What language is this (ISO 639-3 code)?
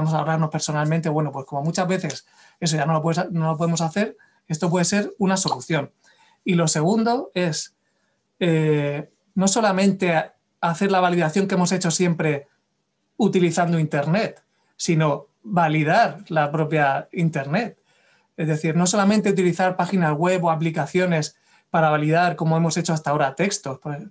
spa